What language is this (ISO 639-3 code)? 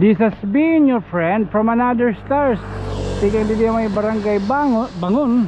war